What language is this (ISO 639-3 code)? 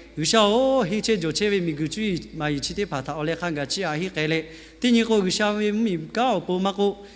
lhu